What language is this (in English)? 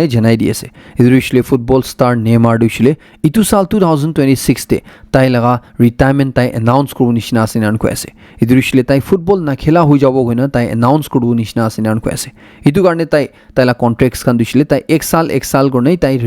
Naga Pidgin